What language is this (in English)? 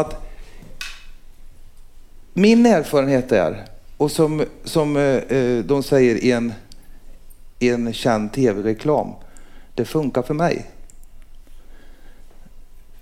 Swedish